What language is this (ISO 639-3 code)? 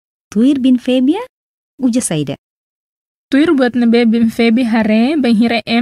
tet